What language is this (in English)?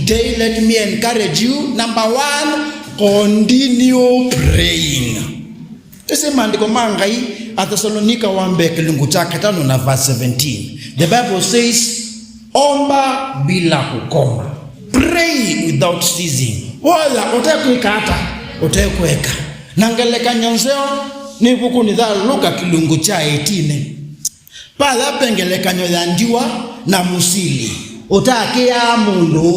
Kamba